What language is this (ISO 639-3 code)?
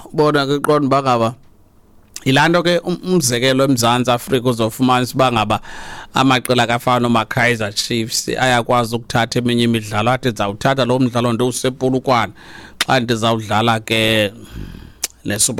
xho